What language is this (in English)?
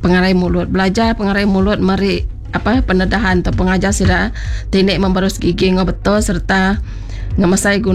Iban